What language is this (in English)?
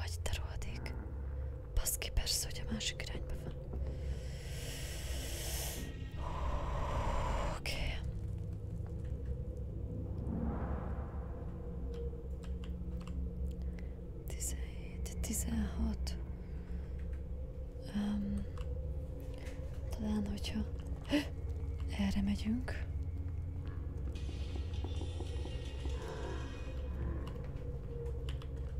Hungarian